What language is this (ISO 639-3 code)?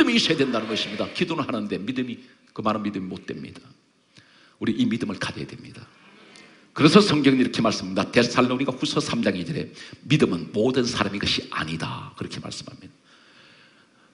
kor